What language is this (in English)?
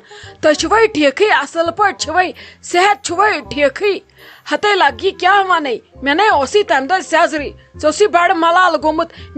Kashmiri